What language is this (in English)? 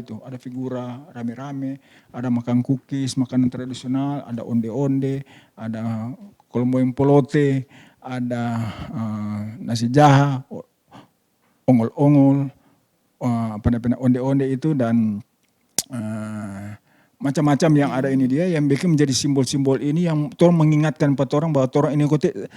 Manado Malay